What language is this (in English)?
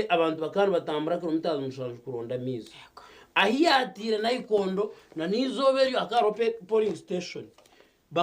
Nyankole